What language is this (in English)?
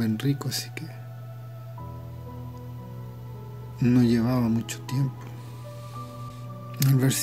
Spanish